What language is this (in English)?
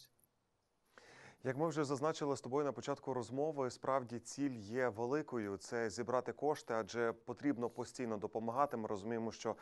Ukrainian